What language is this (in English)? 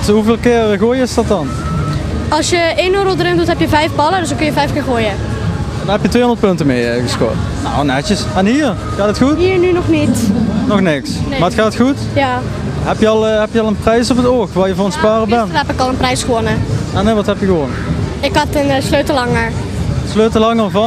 Limburgish